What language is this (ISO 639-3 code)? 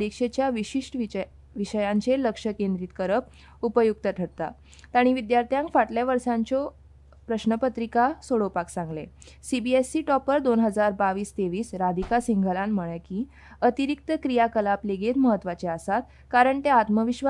kok